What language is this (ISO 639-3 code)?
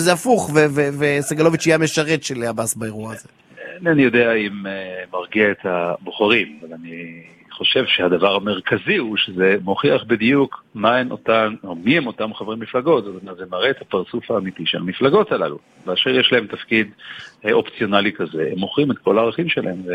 heb